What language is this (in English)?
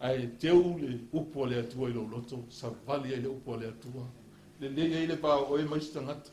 Samoan